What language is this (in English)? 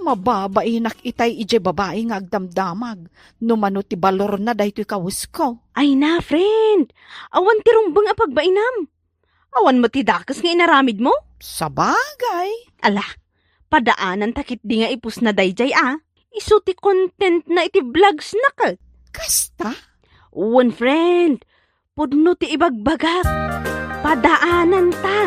Iloko